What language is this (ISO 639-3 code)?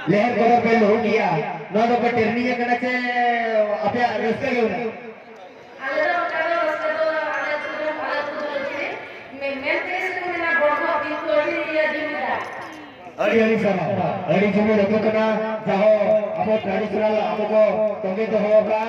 sat